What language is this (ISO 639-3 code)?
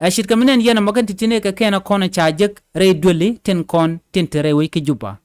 nus